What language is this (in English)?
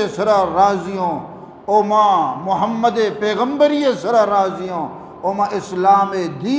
Eastern Balochi